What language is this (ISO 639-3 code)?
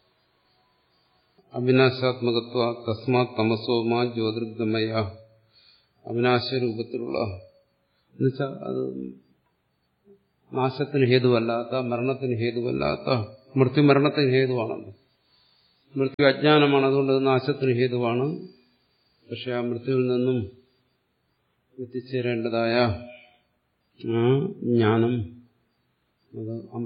mal